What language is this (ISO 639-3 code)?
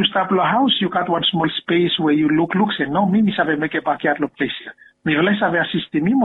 bis